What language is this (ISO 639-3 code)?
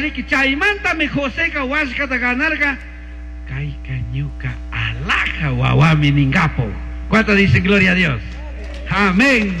qug